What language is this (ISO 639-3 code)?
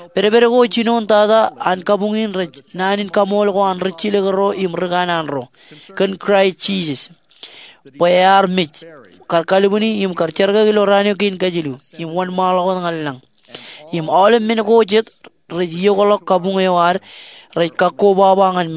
mah